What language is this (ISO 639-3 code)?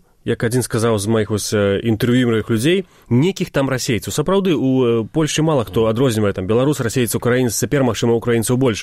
bel